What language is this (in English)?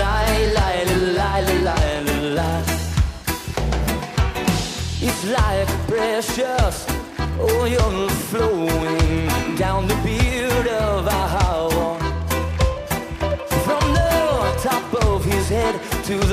Estonian